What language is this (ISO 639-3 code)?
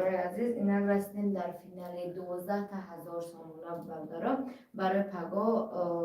tgk